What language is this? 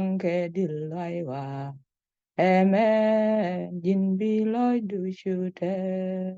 Nuer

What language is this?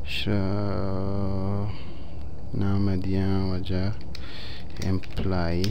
Baluchi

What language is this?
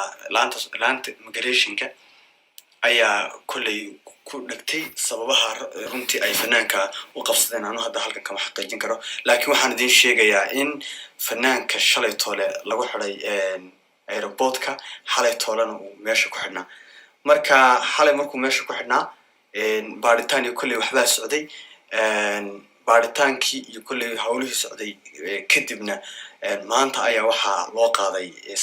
Somali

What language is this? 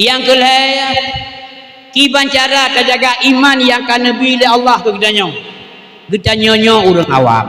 Achinese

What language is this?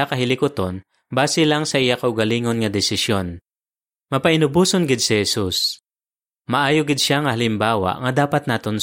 Hiligaynon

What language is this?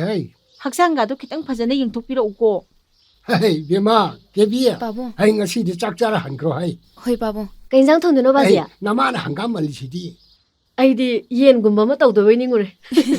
Manipuri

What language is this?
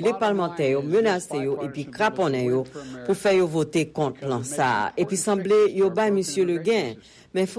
Haitian Creole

